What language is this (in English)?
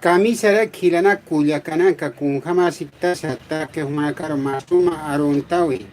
Aymara